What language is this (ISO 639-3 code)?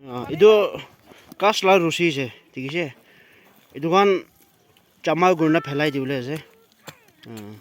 nag